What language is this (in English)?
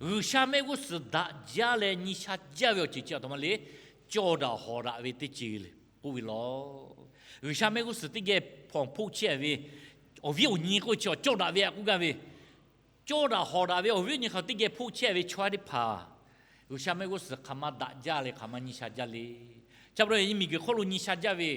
Lahu